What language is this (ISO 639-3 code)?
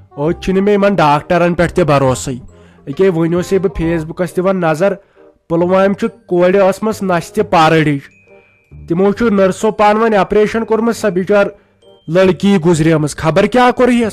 kas